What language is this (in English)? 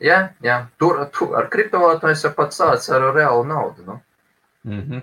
Latvian